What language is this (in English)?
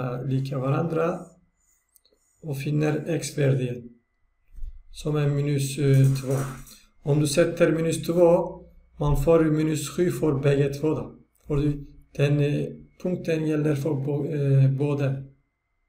Swedish